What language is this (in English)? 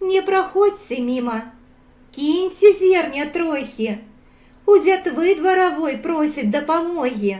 Belarusian